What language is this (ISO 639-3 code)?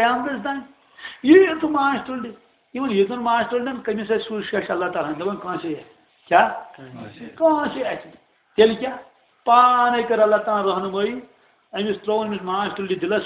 kas